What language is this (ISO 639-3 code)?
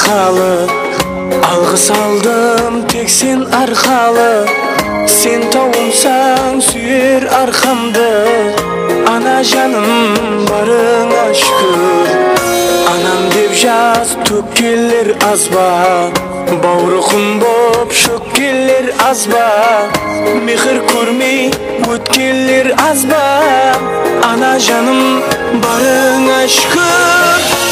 kaa